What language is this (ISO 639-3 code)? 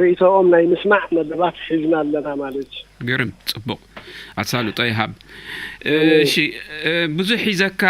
tir